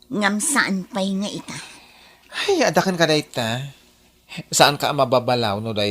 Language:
Iloko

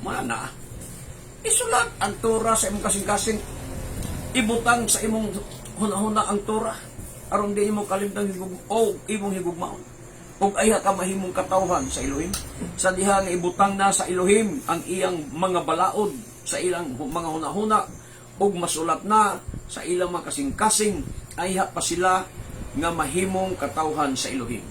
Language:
Cebuano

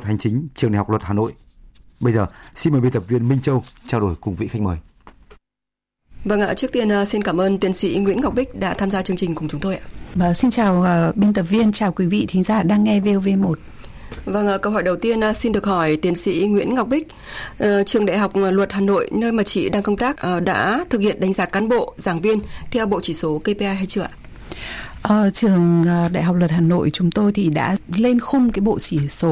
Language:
Vietnamese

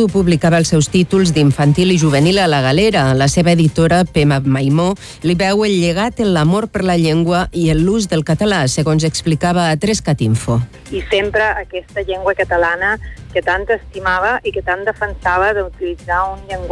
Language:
Catalan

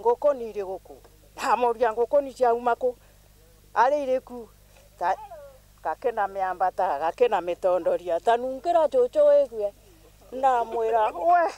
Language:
Meru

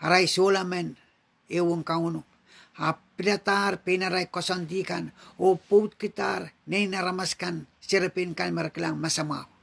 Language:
Pohnpeian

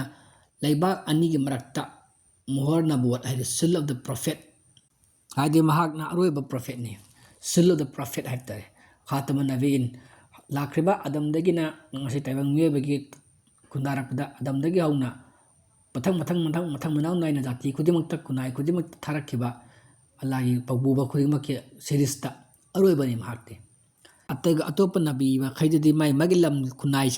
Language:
Manipuri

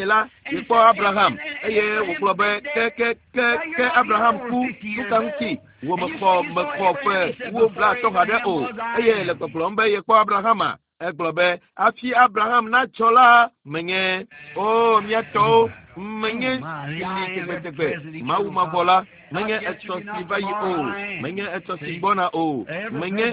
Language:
Ewe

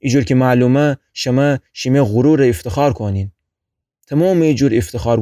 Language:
Gilaki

